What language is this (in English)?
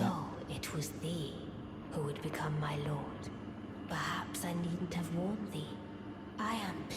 Shan